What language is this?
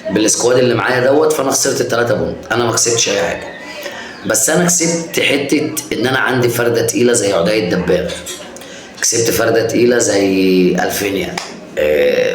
Egyptian Arabic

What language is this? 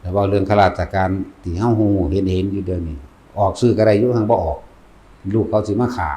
Northeastern Thai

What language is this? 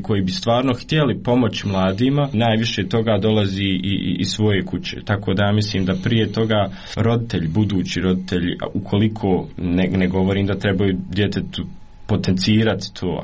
Croatian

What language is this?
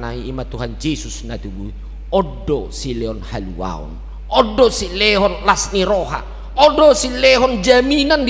Batak Toba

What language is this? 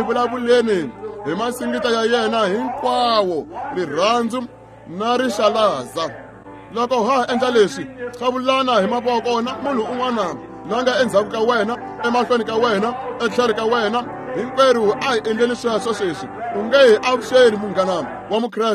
Tsonga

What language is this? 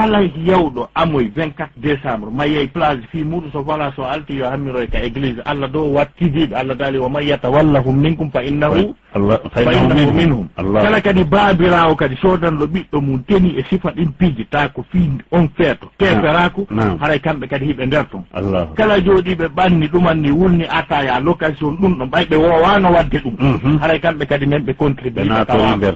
Fula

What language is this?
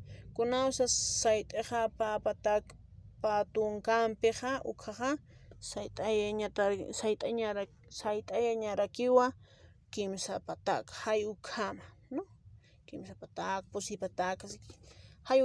Aymara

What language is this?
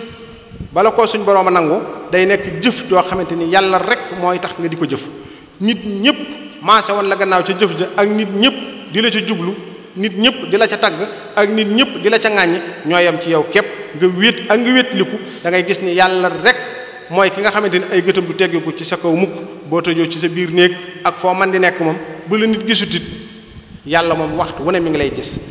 Wolof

